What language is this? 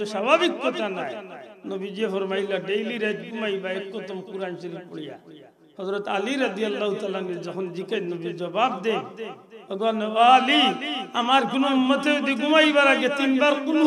Sylheti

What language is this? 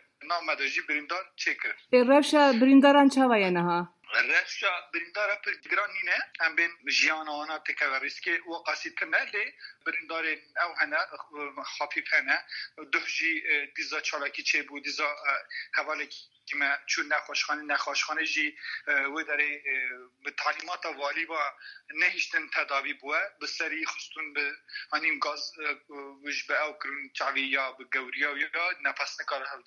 Kurdish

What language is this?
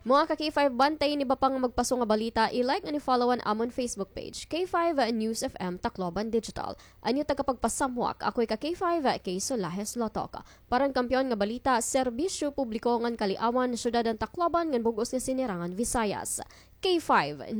Waray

